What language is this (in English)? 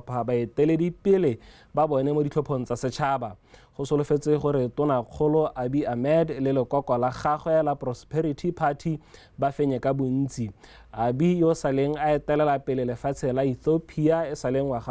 Tswana